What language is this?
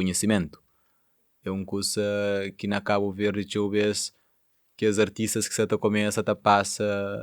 Kabuverdianu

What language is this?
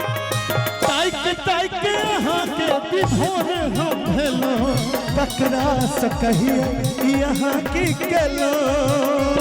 Maithili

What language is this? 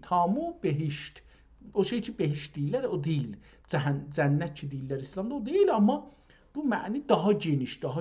South Azerbaijani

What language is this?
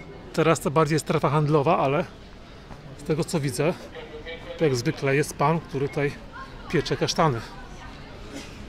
Polish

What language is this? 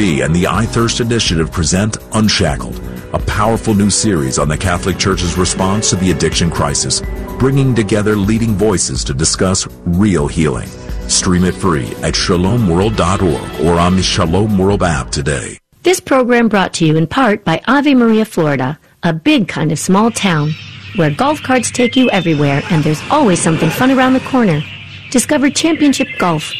English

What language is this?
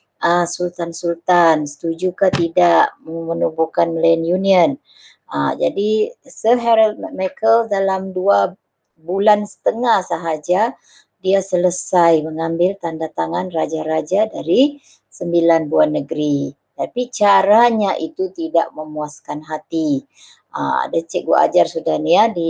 Malay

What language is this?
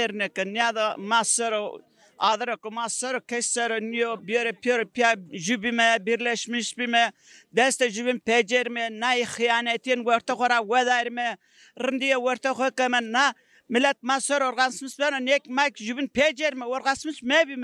Zaza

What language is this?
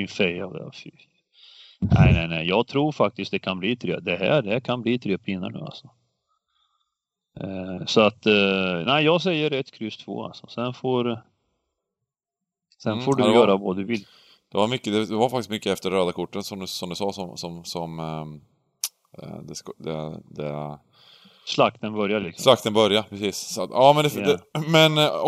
Swedish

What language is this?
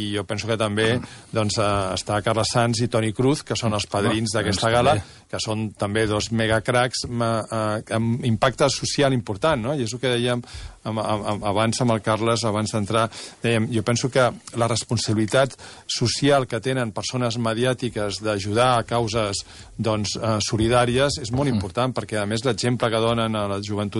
Catalan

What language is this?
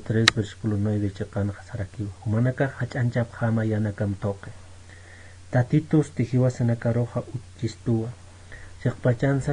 Aymara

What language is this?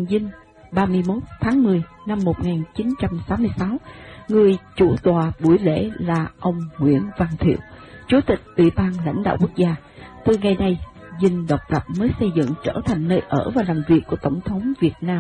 Vietnamese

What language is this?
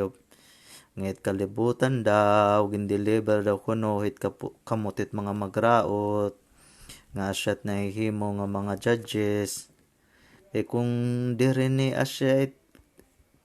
Waray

